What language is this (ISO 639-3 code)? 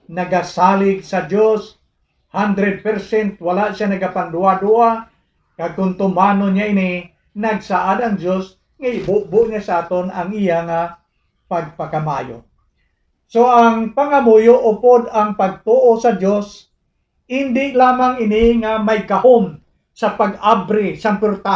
hil